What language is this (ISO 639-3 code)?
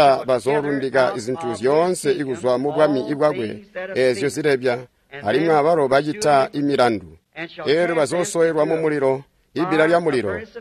toi